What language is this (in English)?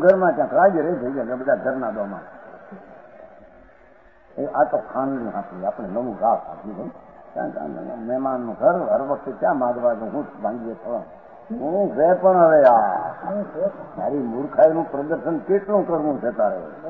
Gujarati